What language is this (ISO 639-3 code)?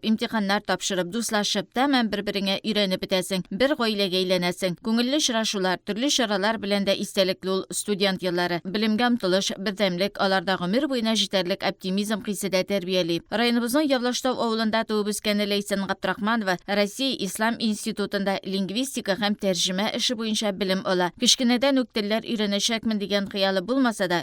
tat